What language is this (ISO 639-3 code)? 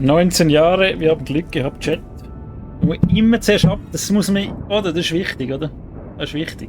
gsw